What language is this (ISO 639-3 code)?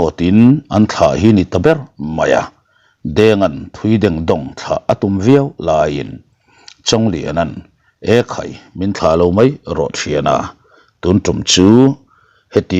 lus